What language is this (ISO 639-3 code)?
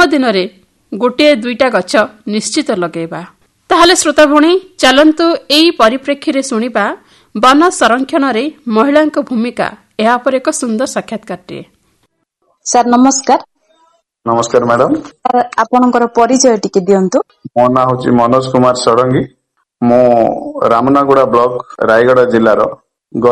ori